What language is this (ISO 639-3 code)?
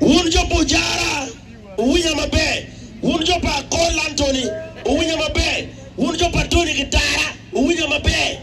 ach